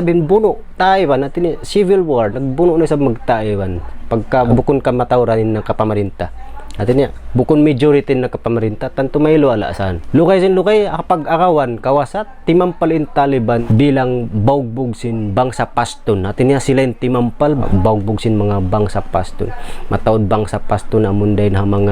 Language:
Tausug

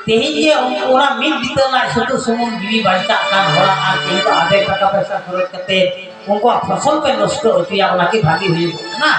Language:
Santali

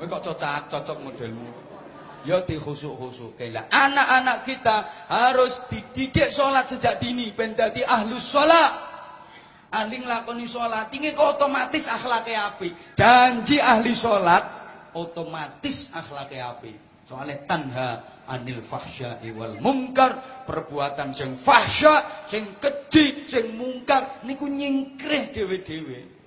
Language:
Javanese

